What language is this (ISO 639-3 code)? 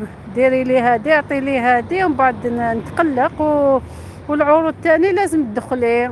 arq